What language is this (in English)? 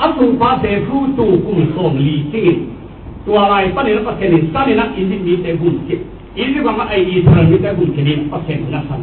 Tedim Chin